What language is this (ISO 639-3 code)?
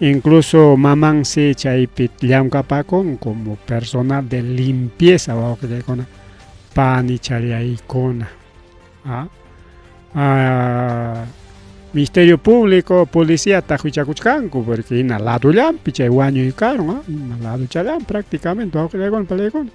quy